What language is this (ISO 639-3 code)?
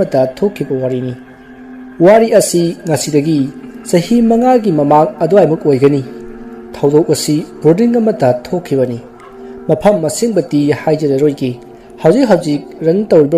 mni